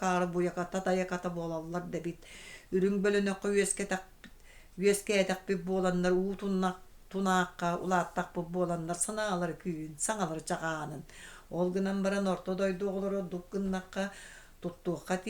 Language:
Yakut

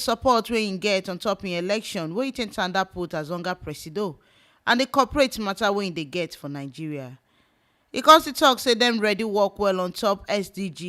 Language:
Nigerian Pidgin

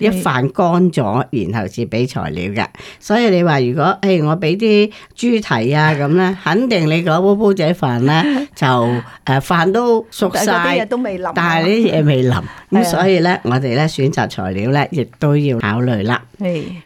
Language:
Cantonese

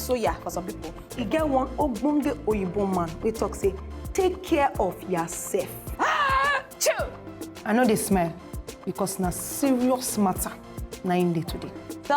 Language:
Nigerian Pidgin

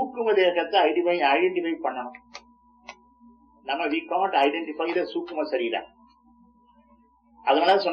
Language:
Tamil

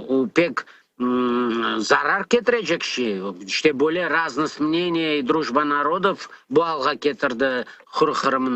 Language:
Crimean Tatar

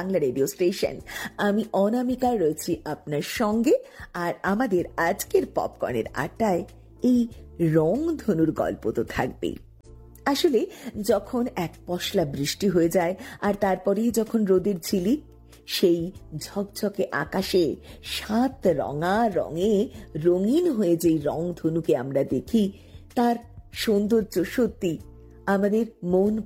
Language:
Bangla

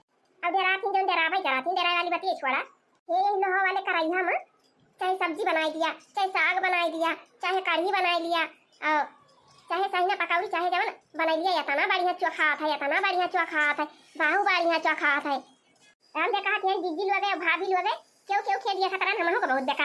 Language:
Awadhi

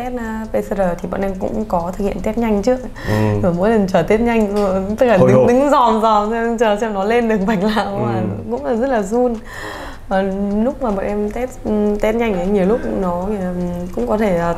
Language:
Vietnamese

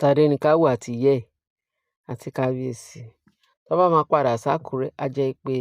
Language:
Yoruba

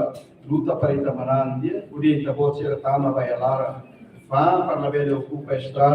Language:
Tetum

